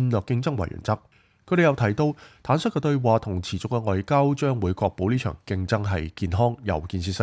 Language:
Cantonese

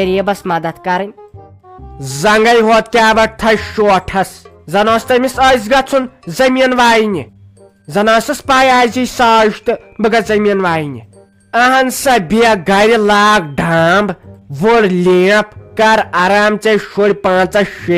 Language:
Kashmiri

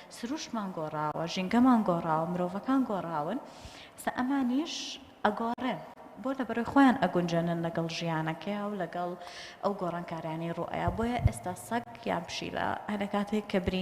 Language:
Central Kurdish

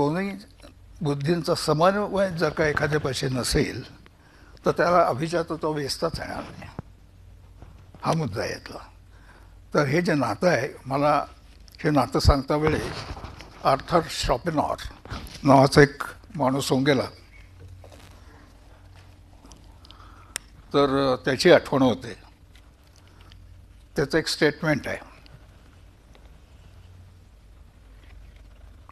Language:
Marathi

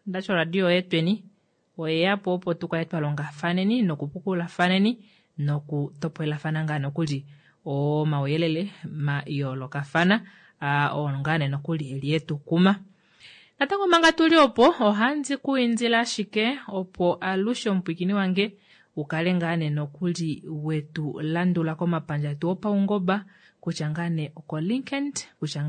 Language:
Kuanyama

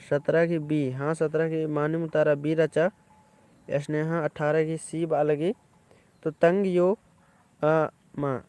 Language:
Kurukh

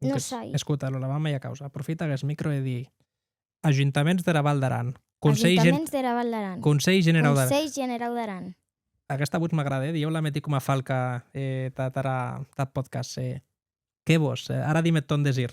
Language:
Occitan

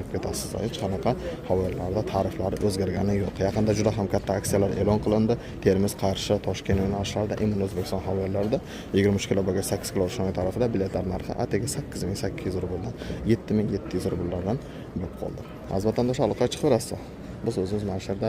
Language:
Uzbek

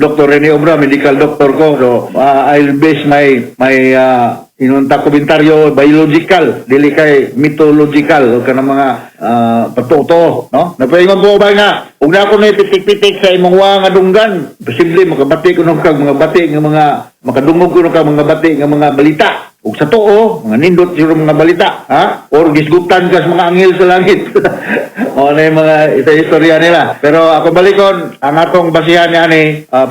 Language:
Cebuano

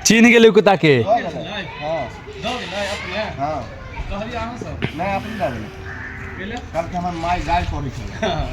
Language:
Maithili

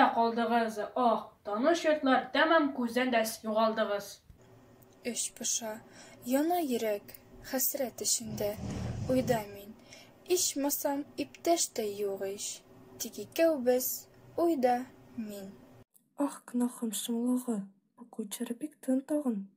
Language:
Tatar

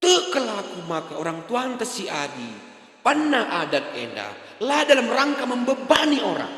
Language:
Batak Karo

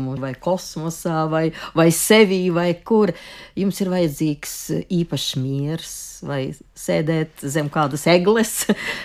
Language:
Latvian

